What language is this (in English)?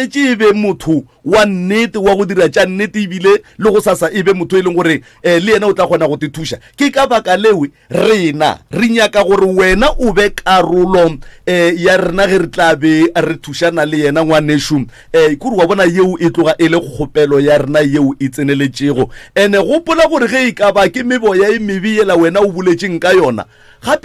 Northern Sotho